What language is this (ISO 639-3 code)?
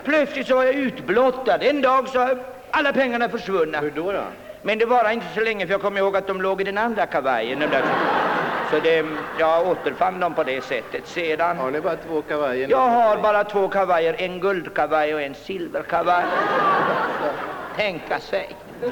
swe